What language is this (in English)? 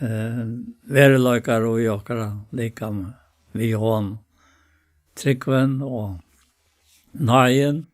Faroese